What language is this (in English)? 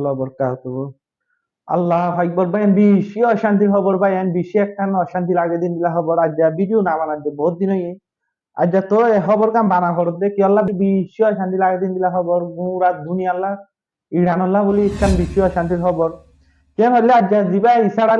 Rohingya